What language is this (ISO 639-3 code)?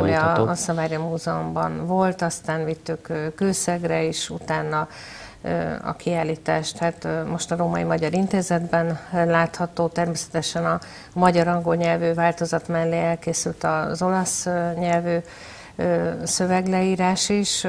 hun